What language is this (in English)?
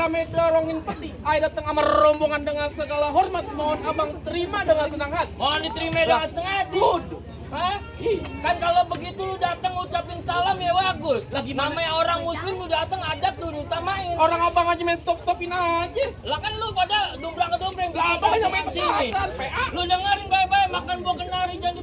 Betawi